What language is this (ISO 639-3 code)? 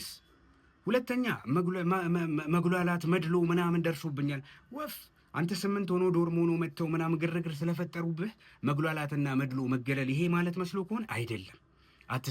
amh